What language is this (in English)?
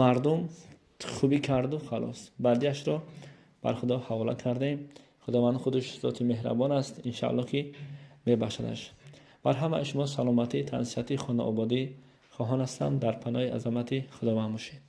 Tajik